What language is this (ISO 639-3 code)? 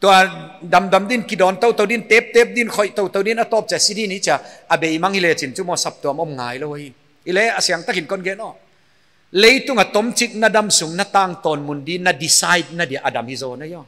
pck